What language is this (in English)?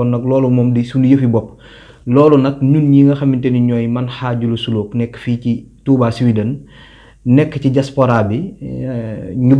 Wolof